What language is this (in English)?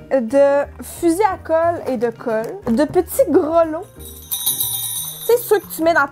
French